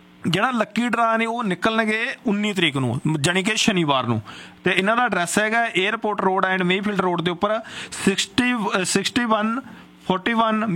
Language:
Punjabi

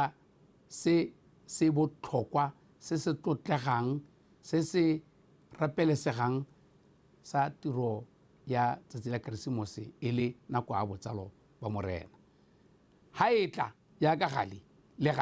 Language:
Tswana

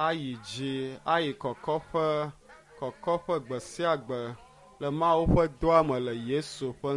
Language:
Ewe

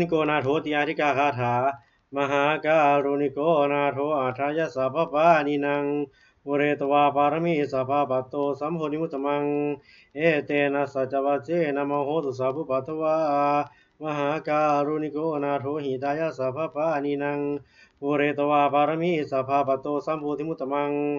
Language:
Pali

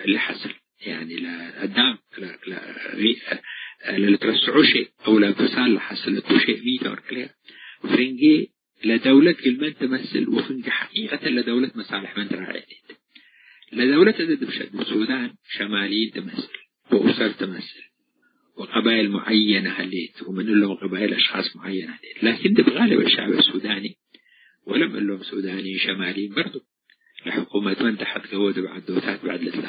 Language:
Tigre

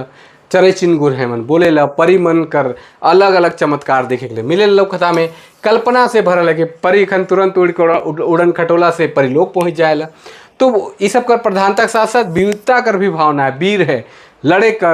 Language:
Sadri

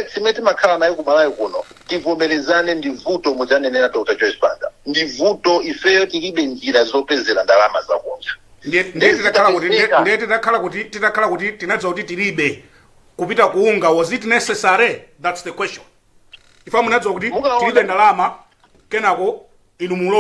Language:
Nyanja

